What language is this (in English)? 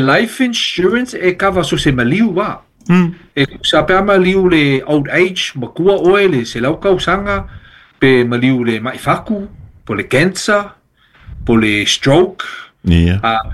Samoan